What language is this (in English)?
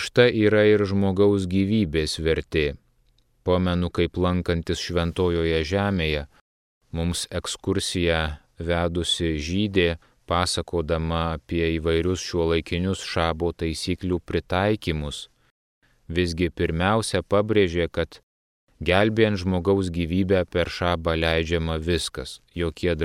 Lithuanian